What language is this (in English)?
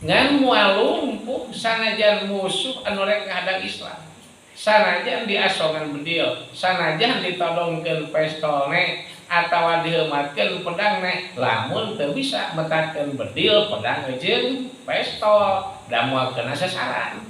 Sundanese